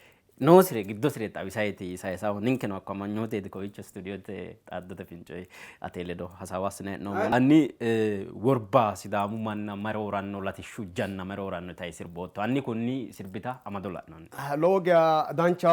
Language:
Sidamo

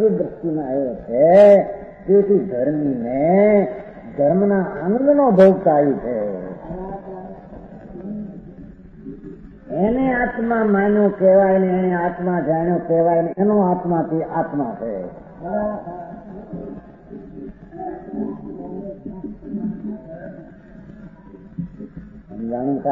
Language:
Gujarati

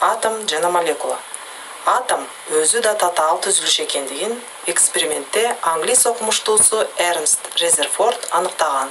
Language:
Kyrgyz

